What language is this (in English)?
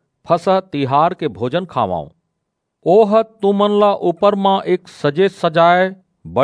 Chhattisgarhi